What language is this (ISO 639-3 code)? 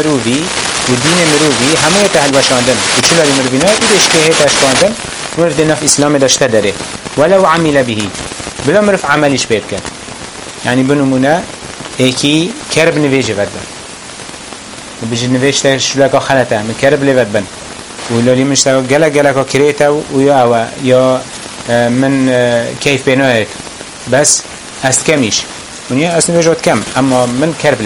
kur